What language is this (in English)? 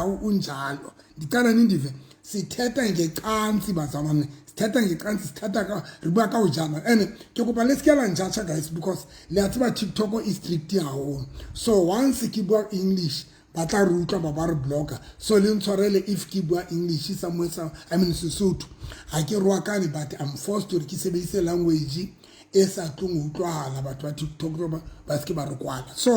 Southern Sotho